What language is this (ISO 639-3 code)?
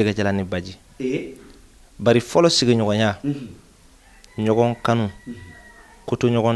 bam